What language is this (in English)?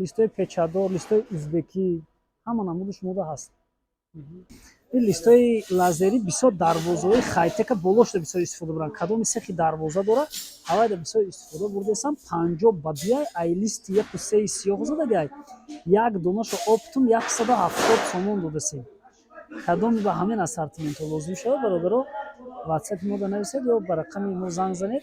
Tajik